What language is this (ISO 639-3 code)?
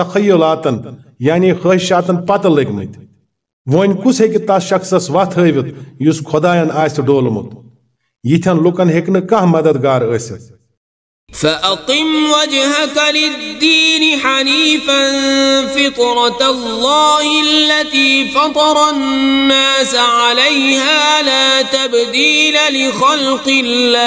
kas